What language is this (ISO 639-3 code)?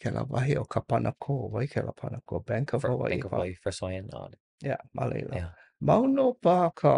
haw